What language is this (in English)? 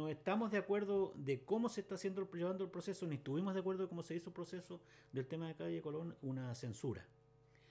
Spanish